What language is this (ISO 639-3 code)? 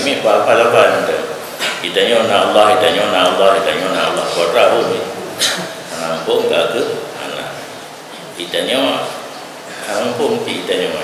ace